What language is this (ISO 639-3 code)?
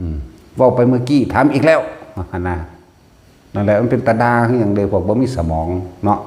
tts